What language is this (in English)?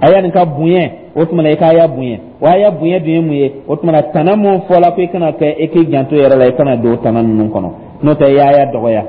Dyula